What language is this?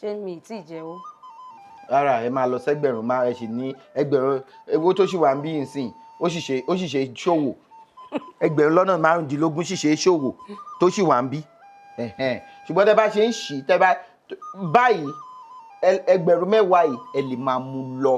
Yoruba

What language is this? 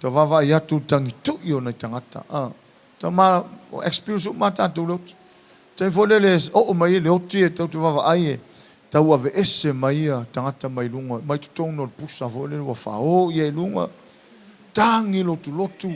Samoan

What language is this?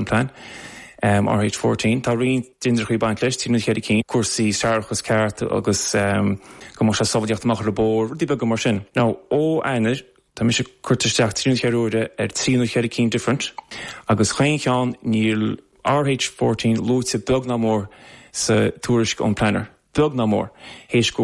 Irish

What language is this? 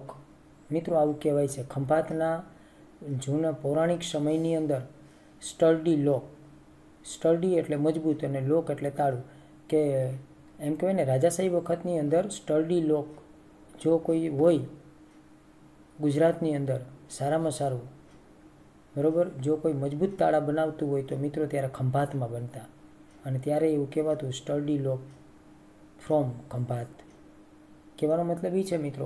Gujarati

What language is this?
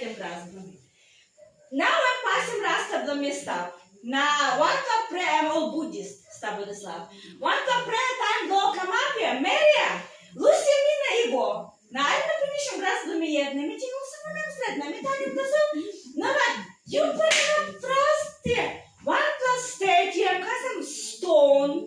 Tok Pisin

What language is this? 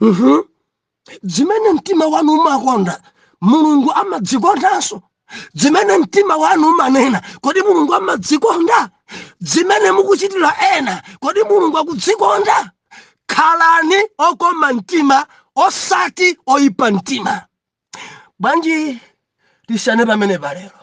Nyanja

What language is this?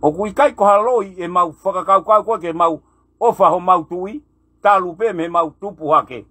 Tongan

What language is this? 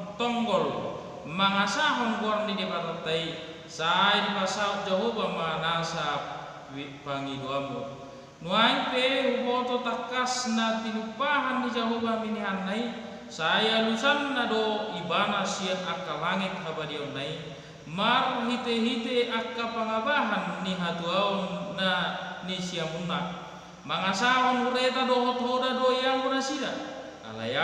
Batak Toba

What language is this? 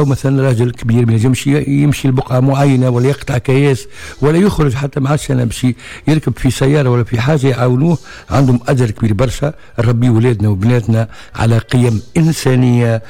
Tunisian Arabic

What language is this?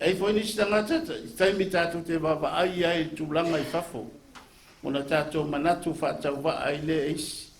Samoan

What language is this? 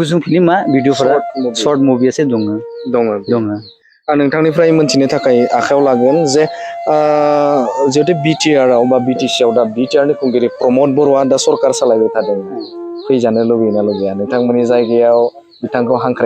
Bodo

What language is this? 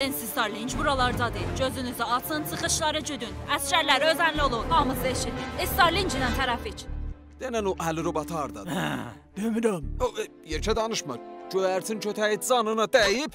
South Azerbaijani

